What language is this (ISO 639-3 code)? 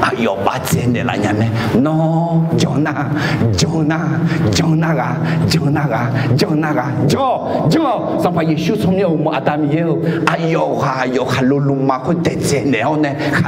ahk